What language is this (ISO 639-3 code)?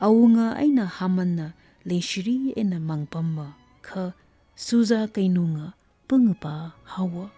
nmf